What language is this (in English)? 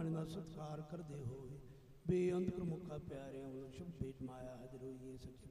Punjabi